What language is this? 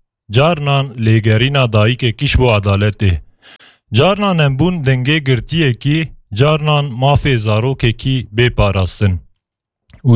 Kurdish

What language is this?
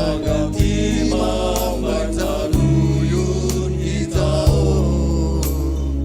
Batak Simalungun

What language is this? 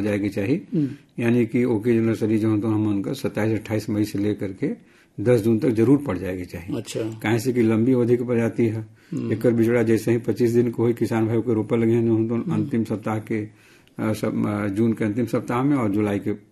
Bhojpuri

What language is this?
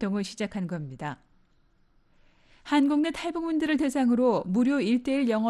Korean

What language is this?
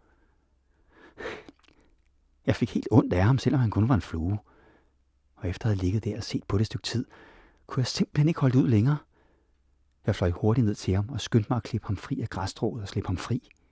Danish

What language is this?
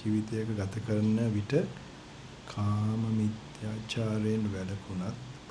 Sinhala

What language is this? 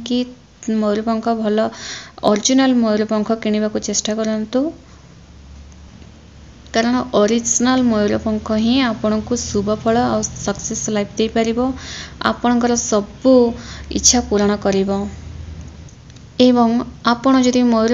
Odia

